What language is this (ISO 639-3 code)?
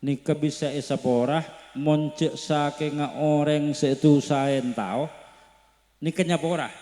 mad